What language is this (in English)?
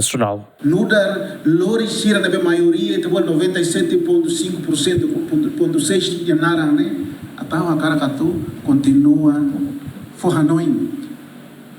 Tetum